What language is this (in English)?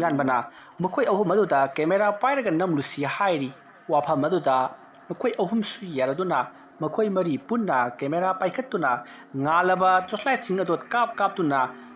Manipuri